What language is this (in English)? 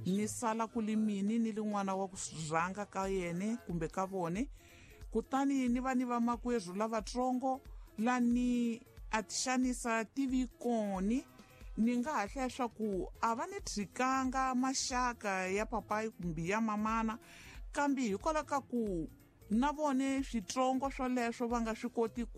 Tsonga